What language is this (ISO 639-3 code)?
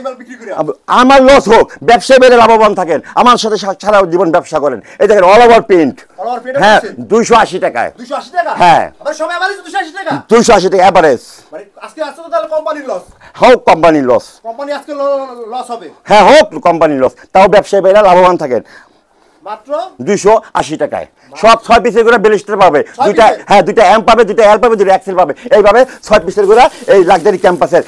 ben